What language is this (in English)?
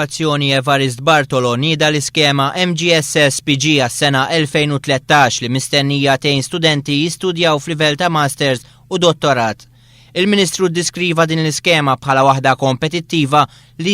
Maltese